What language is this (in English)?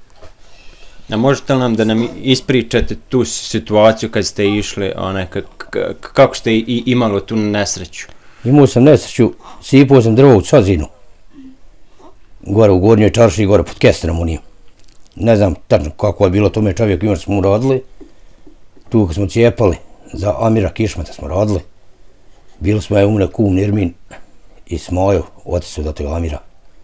Bosnian